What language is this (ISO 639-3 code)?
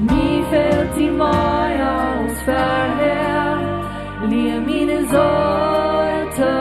pdt